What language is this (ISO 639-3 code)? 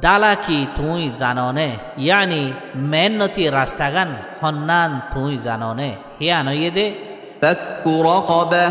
rhg